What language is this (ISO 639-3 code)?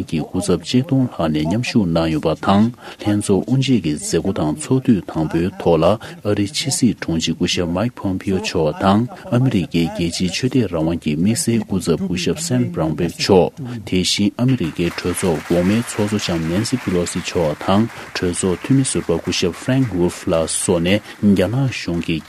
bod